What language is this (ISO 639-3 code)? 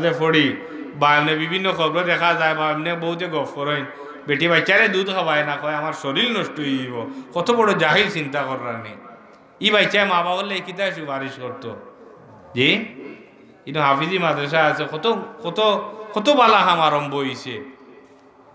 syl